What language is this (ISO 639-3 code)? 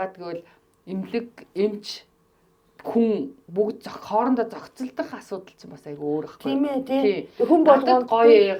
mon